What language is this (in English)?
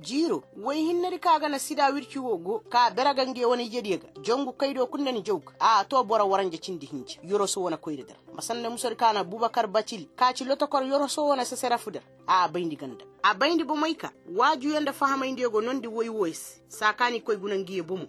Koyraboro Senni